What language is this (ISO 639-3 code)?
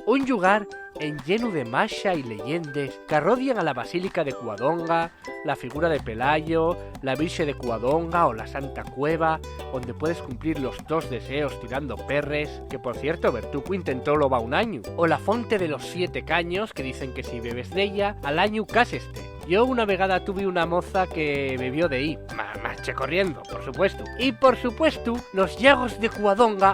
ast